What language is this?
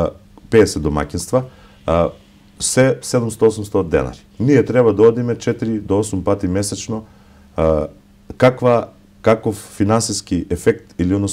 Macedonian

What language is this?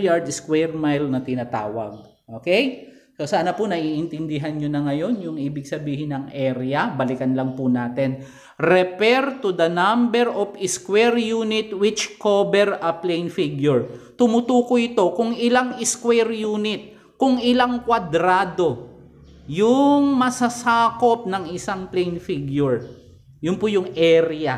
Filipino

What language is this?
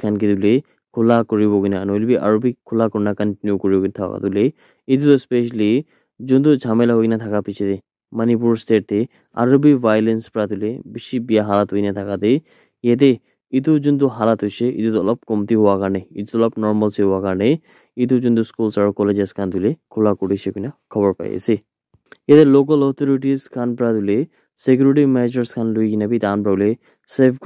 Naga Pidgin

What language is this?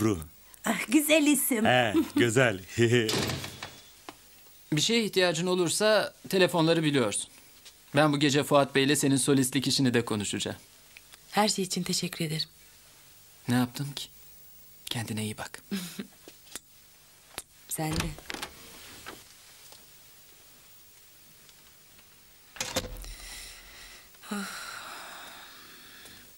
Turkish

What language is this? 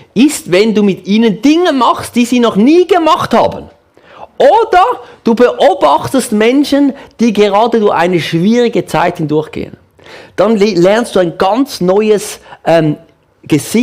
Swiss German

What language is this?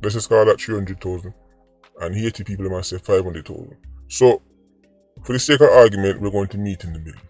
Jamaican Creole English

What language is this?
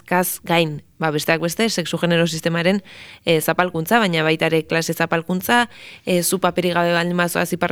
Basque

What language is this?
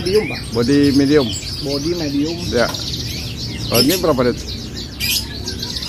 Indonesian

